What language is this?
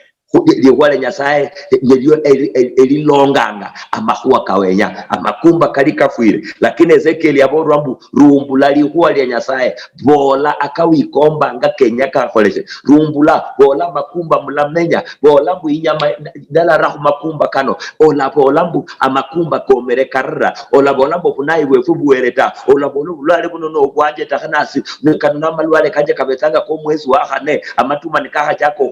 Luyia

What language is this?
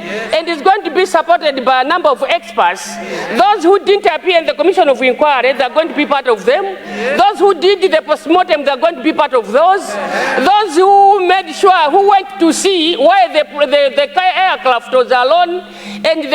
Nyanja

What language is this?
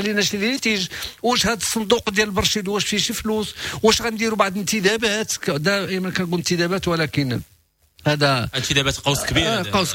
Moroccan Arabic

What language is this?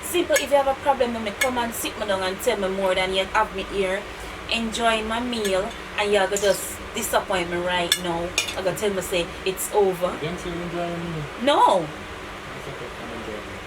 Jamaican Creole English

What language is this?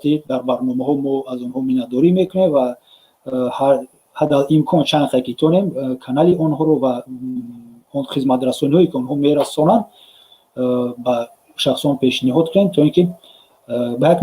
Tajik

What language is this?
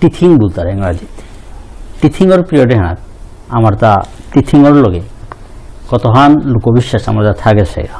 Bishnupriya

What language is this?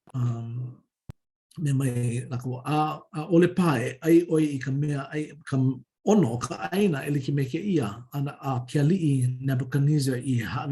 Hawaiian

